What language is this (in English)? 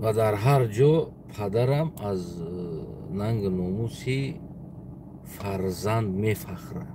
Tajik